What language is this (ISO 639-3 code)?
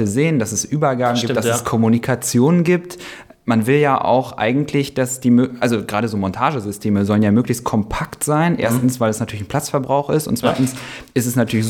deu